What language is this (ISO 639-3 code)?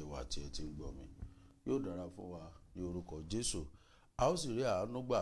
yor